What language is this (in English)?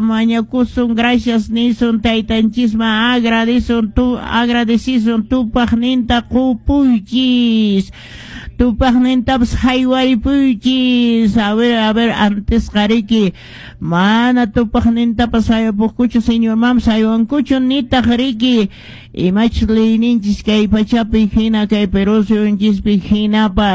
Quechua